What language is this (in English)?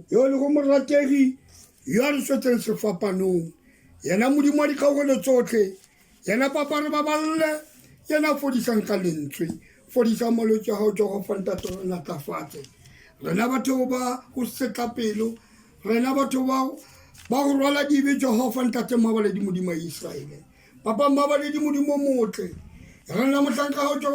Tswana